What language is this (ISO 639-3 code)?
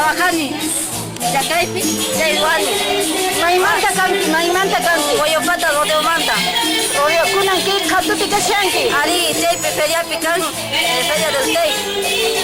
que